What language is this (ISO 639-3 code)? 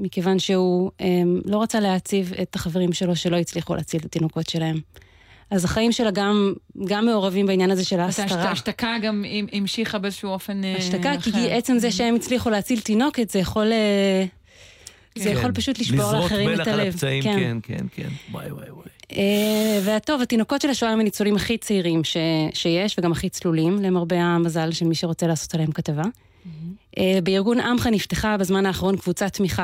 heb